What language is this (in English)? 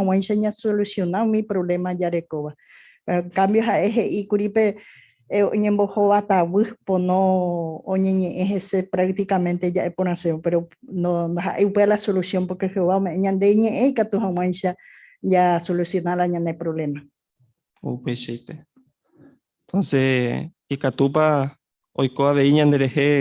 Guarani